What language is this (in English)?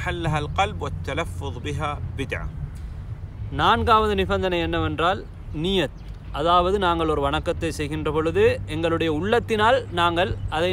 Tamil